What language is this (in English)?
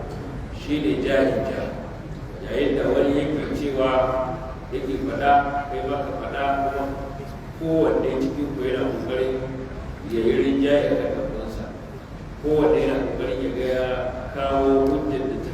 Hausa